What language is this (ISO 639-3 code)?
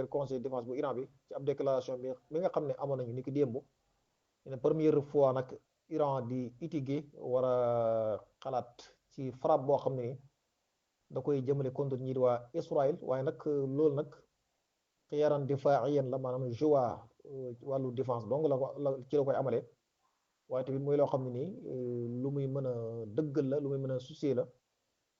wol